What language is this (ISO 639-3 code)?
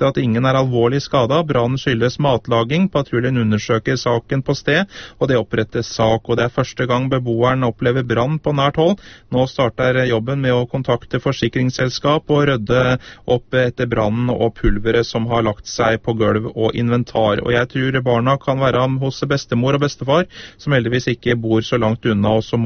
nor